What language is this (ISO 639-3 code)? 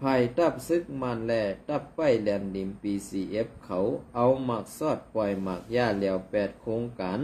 shn